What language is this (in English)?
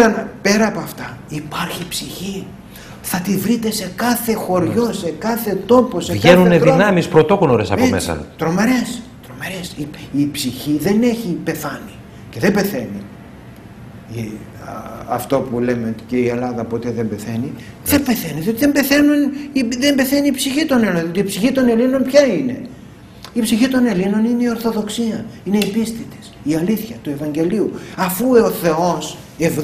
Greek